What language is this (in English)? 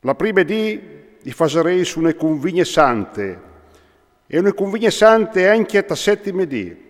Friulian